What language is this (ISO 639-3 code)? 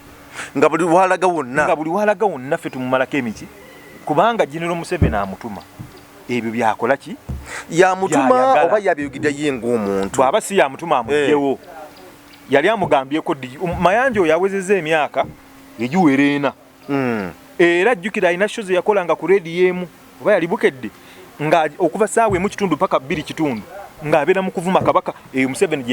lug